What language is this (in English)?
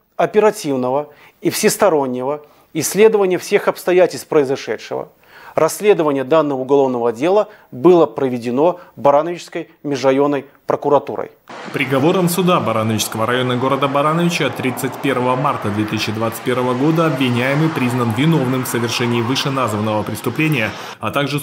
Russian